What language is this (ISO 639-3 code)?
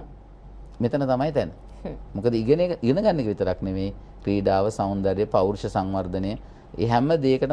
sin